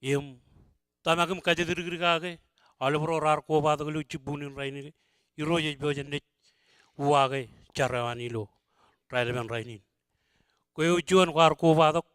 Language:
Marshallese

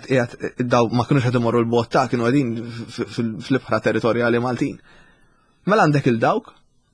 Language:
Maltese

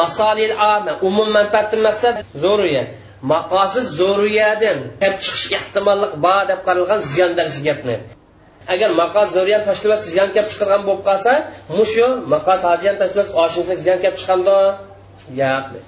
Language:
Uyghur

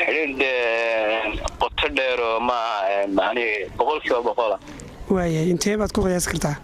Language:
Somali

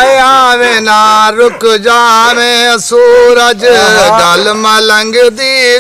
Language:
Saraiki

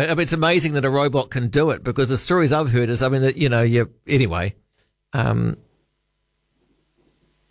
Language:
English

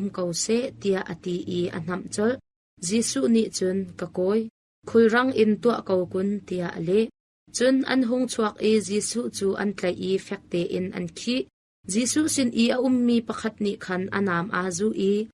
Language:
Hakha Chin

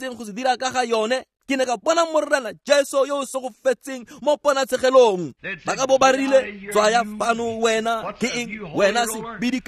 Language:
Tswana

